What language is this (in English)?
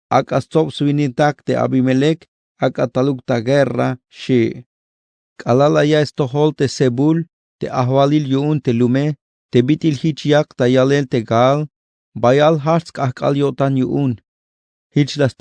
Tzeltal